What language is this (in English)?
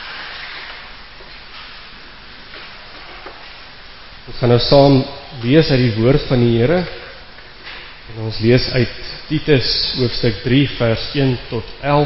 Afrikaans